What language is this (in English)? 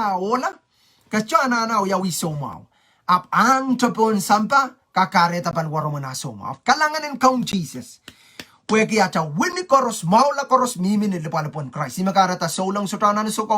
Pohnpeian